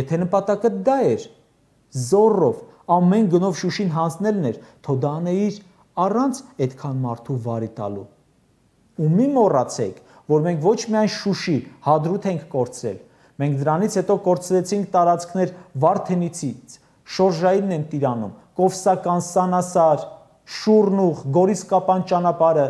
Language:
Armenian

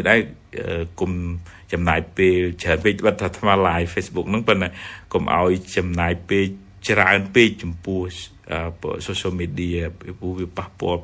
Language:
Khmer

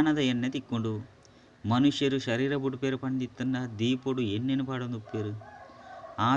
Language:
Tulu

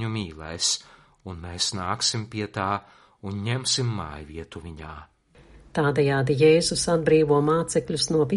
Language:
Latvian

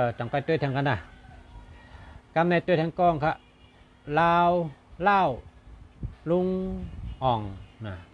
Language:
Shan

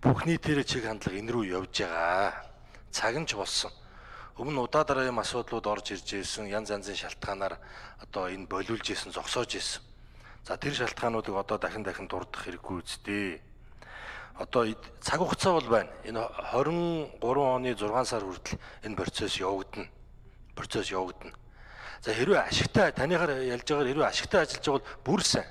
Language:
Mongolian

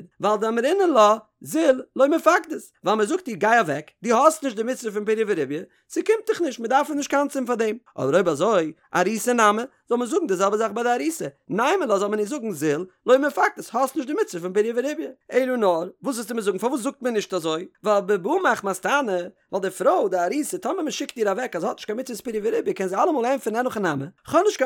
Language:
Yiddish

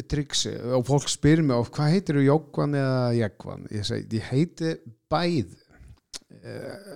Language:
Icelandic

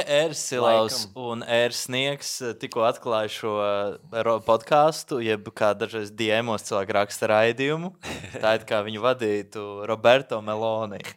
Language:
Latvian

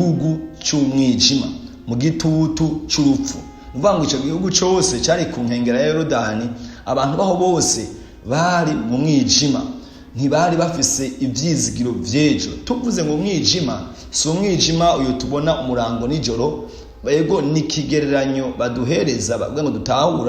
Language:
Rundi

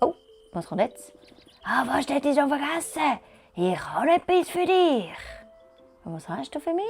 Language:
Swiss German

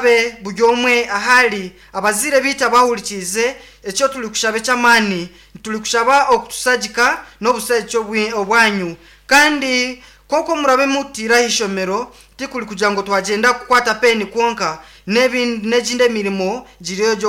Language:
Nyankole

